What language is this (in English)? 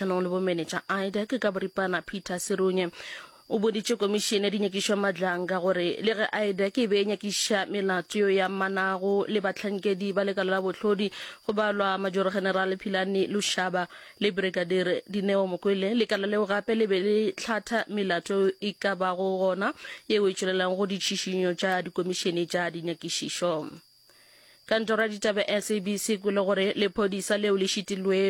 Northern Sotho